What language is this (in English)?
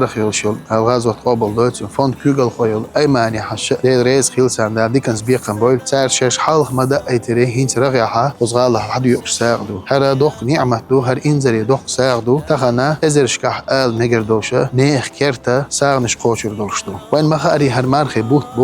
Chechen